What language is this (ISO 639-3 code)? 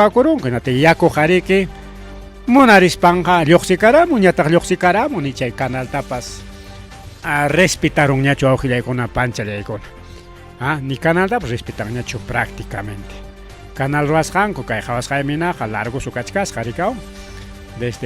quy